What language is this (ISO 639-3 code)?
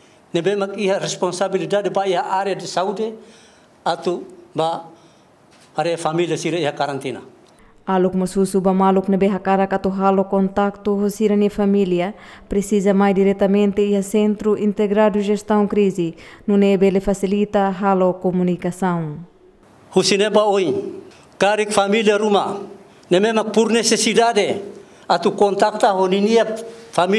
tet